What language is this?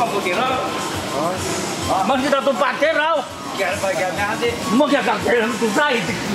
Chinese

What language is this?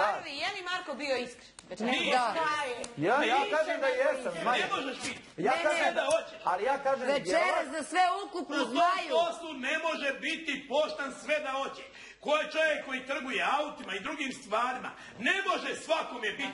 Serbian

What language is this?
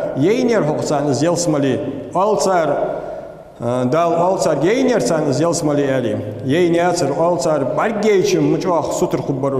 Ingush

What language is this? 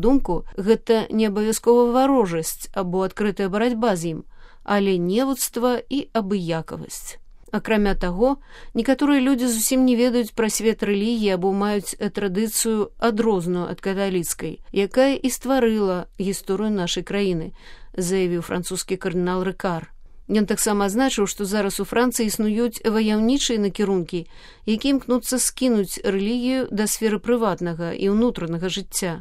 Belarusian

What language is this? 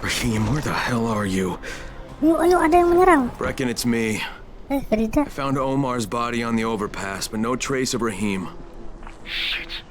Banjar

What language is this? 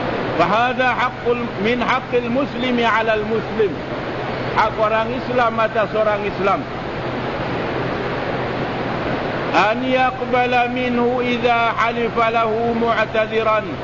Malay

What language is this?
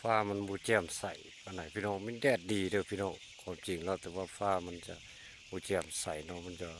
Lao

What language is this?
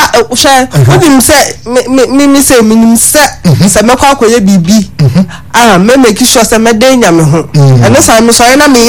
Akan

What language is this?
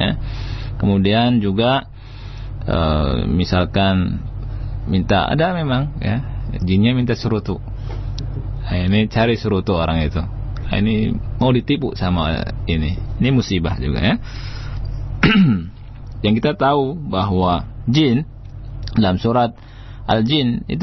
Indonesian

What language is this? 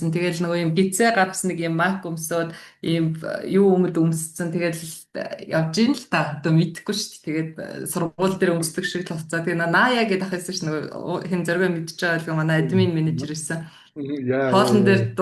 Mongolian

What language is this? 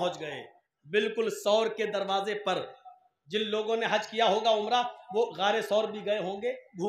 Urdu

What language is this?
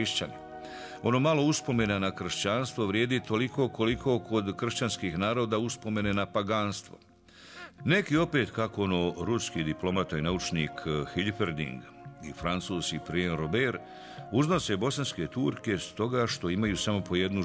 Bosnian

